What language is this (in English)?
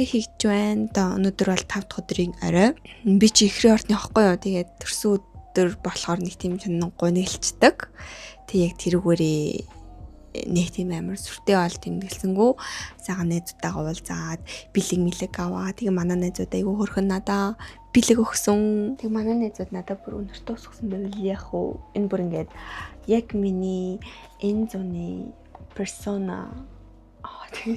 Mongolian